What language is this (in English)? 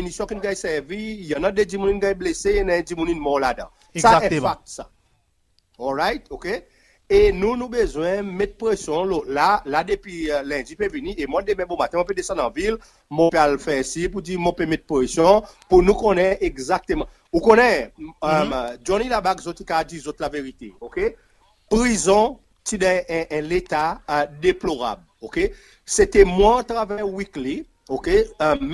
Seselwa Creole French